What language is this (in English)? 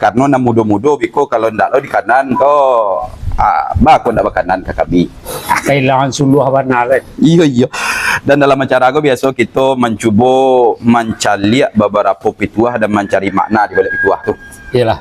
Minangkabau